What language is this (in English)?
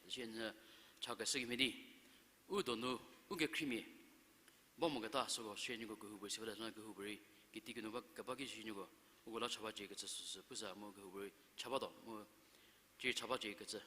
Angami Naga